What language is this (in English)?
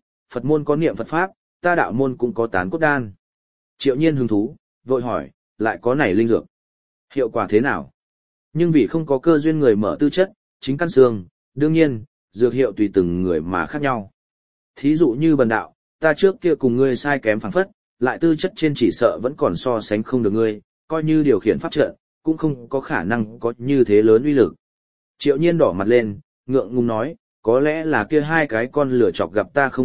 Vietnamese